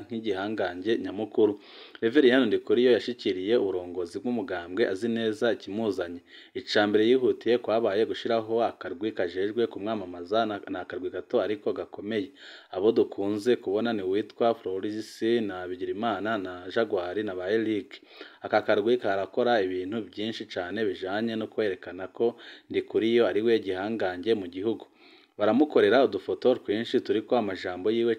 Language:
Rundi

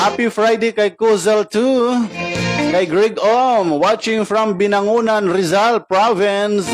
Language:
Waray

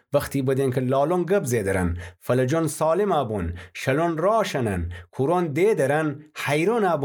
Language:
Gilaki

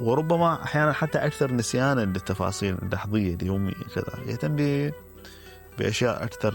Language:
Mesopotamian Arabic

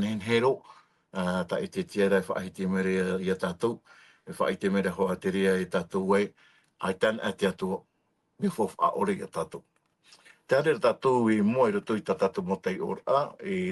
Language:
Tahitian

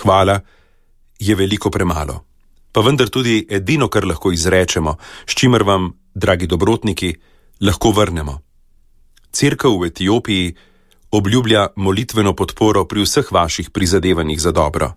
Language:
Slovenian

